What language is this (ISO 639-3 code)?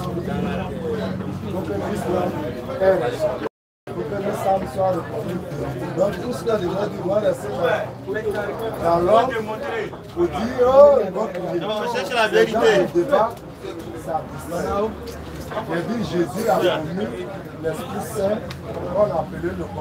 fra